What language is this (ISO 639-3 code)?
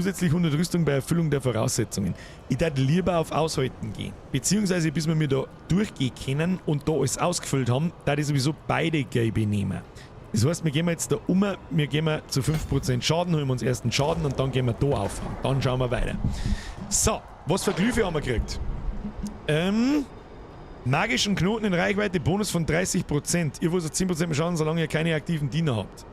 bar